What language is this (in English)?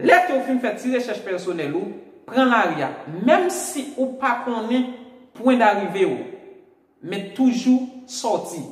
Haitian Creole